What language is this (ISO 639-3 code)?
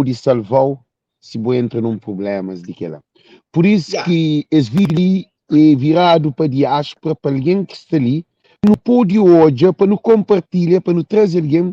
kea